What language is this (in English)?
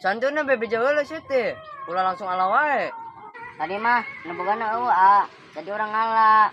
Sundanese